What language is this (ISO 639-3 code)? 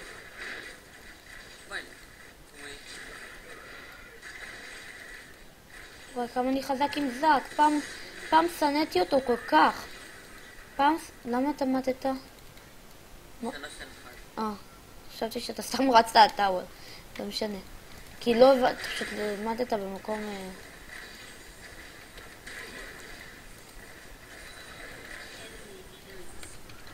heb